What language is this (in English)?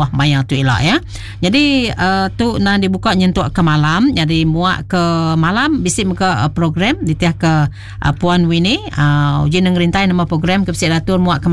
Iban